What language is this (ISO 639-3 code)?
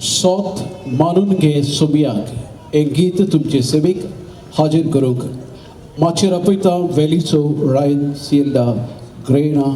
kok